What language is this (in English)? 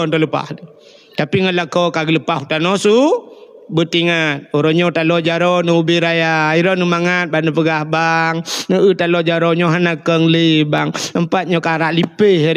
Achinese